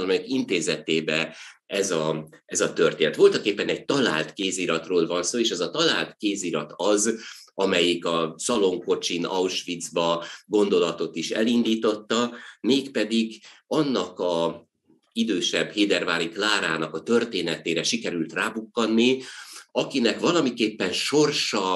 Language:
Hungarian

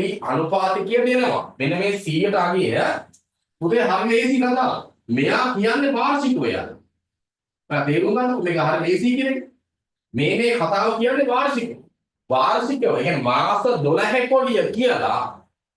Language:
Sinhala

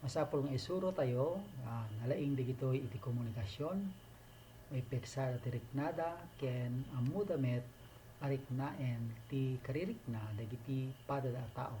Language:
Iloko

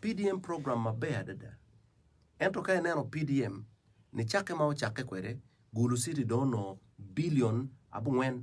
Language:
Acoli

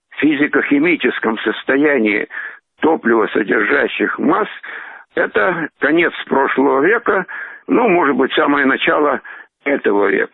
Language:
Russian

